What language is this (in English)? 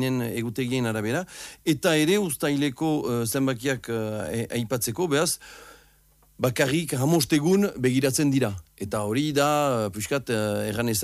Basque